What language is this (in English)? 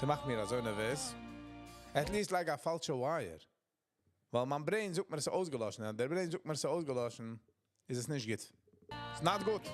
Yiddish